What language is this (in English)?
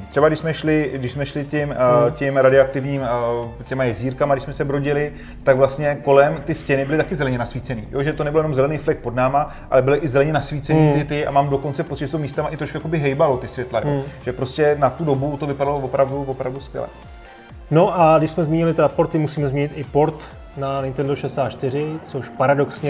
Czech